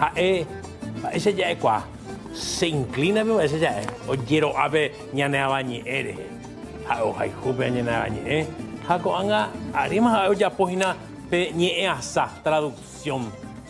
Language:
Guarani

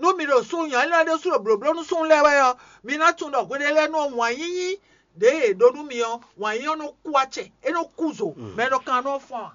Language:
Fon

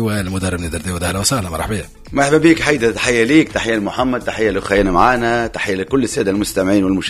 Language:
Tunisian Arabic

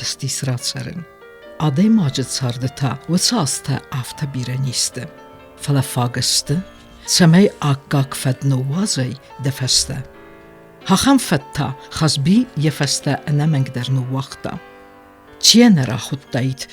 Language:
Ossetic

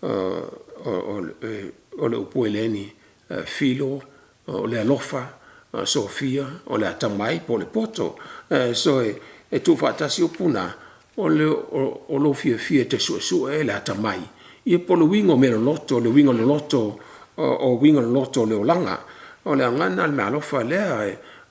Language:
Samoan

